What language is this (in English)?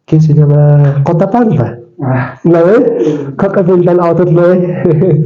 Aymara